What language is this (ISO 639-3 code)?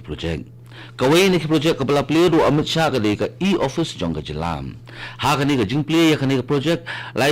kha